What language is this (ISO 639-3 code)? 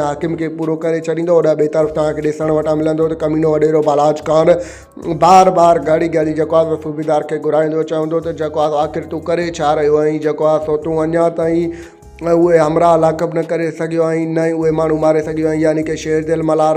snd